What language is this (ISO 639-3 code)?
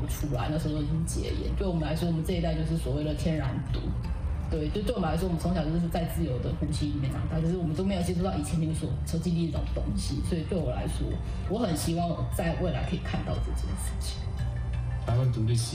zho